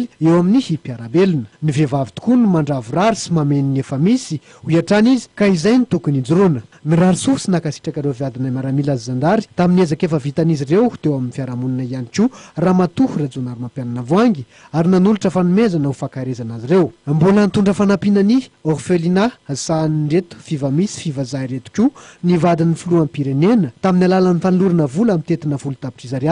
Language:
Malagasy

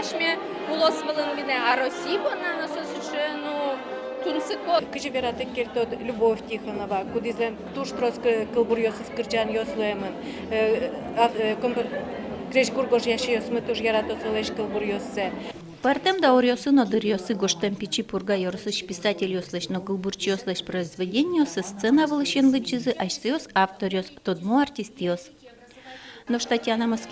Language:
Udmurt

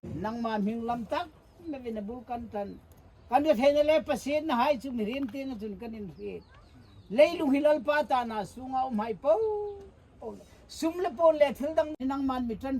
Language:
Hmar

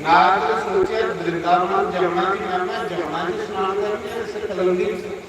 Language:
Dogri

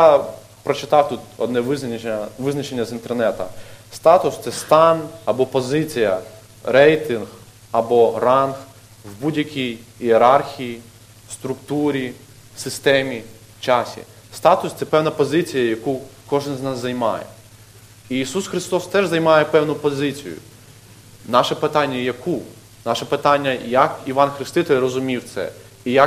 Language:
Ukrainian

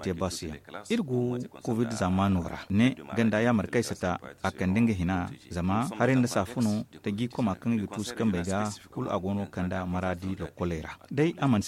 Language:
Zarma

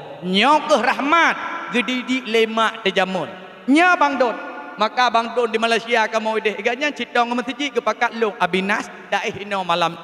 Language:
Achinese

